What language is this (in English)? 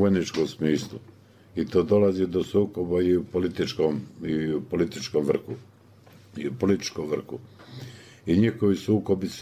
Bosnian